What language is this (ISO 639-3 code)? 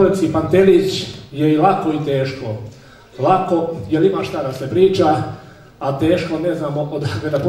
srp